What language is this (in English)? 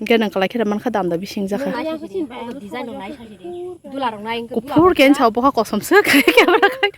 Kok Borok